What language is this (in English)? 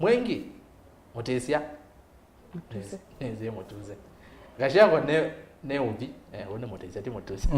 Kamba